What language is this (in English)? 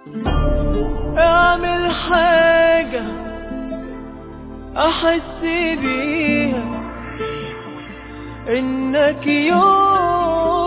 Egyptian Arabic